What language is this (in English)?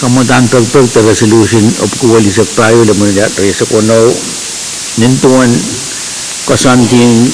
Pohnpeian